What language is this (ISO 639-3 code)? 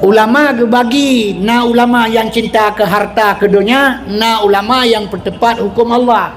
ace